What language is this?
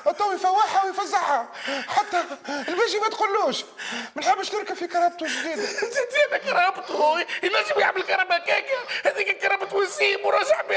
Tunisian Arabic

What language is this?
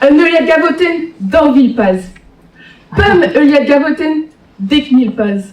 Breton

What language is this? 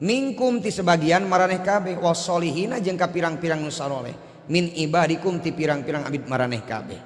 Sundanese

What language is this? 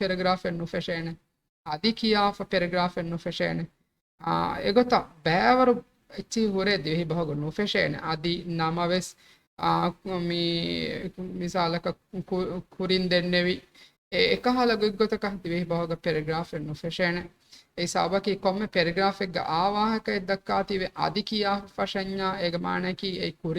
Divehi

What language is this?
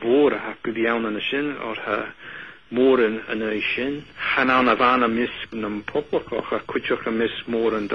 Scottish Gaelic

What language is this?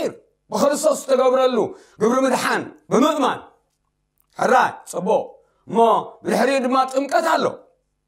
Tigrinya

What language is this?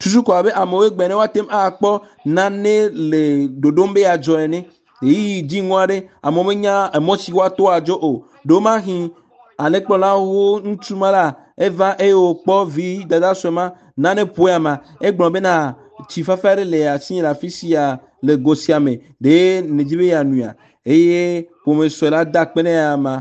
Ewe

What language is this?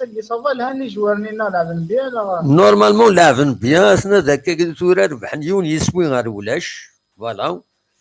Kabyle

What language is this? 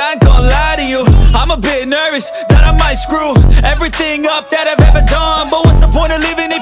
Kara-Kalpak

